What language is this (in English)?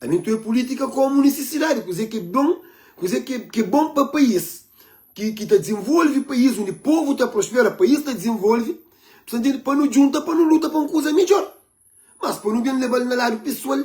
Kabuverdianu